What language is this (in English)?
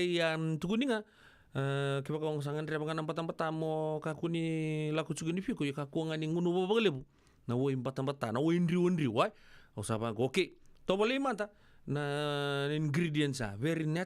Fijian